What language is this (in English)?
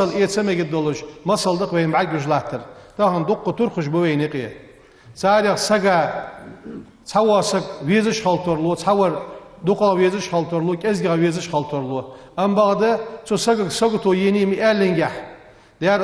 Ingush